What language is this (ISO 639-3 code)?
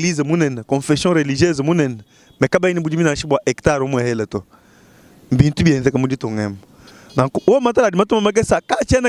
lua